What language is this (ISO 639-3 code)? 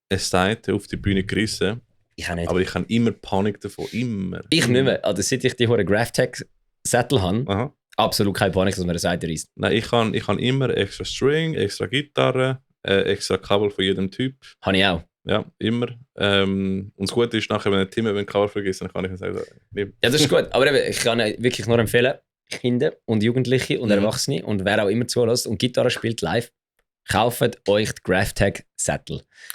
gsw